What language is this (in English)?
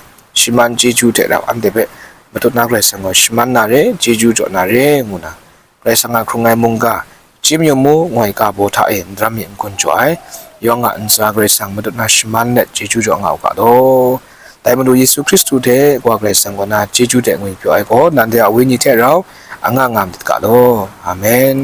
Kachin